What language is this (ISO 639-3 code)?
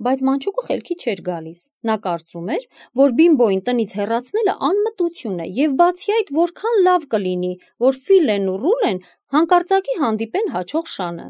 hye